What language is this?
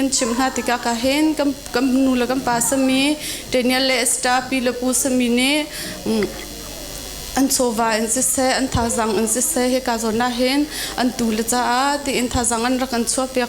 Hakha Chin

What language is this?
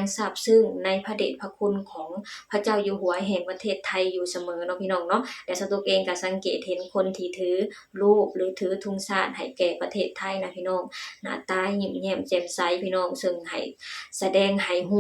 Lao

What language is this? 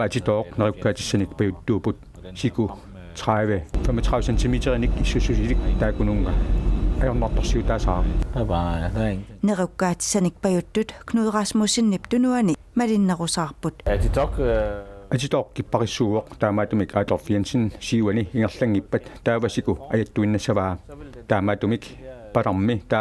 Kalaallisut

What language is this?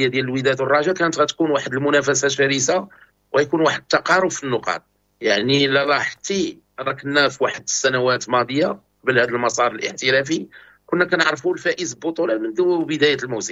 Moroccan Arabic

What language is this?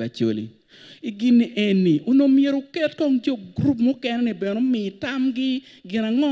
Acoli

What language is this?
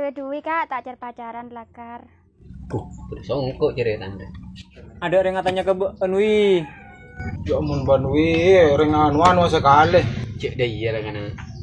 Madurese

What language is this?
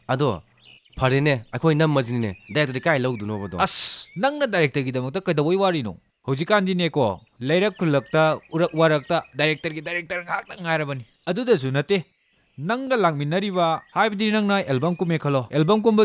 Manipuri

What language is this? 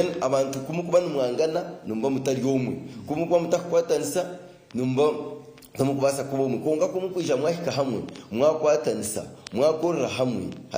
Nyankole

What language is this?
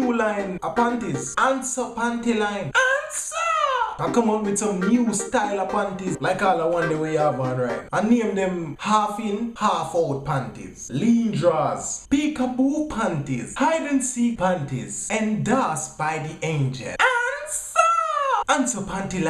Jamaican Creole English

